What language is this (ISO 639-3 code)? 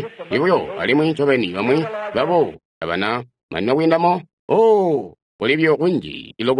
toi